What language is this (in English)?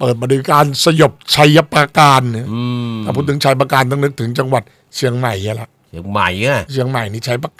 Thai